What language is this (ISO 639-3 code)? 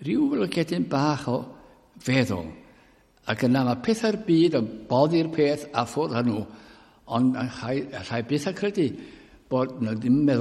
cym